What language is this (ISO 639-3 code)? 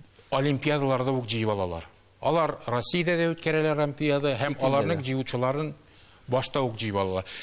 tat